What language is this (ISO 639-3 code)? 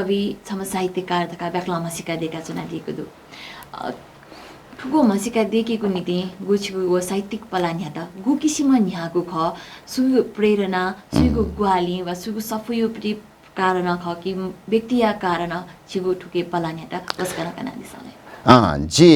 new